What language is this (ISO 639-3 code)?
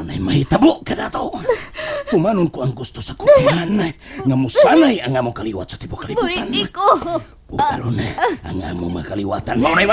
ceb